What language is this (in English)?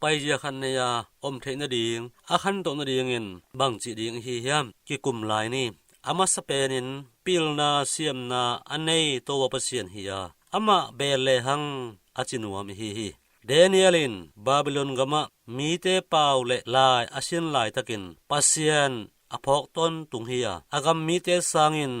Tedim Chin